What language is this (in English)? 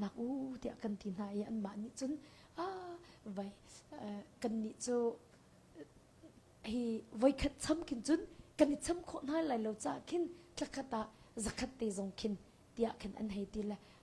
Hakha Chin